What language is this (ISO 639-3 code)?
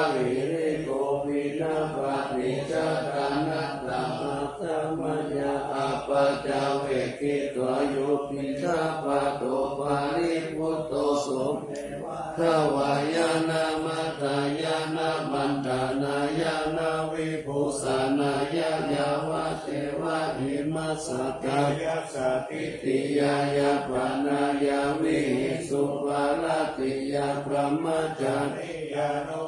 pli